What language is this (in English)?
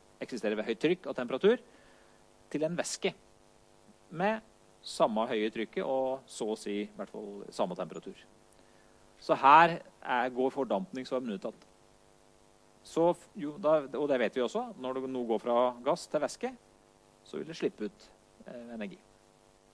Norwegian